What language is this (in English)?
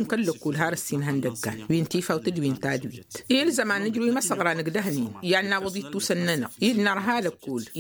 Tamasheq